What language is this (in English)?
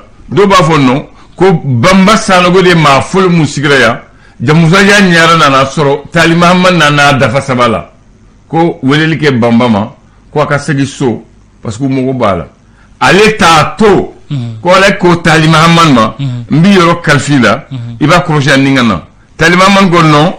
Bambara